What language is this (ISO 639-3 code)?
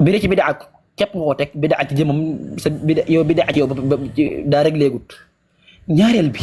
wol